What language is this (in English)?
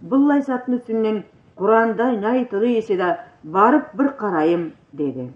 Karachay-Balkar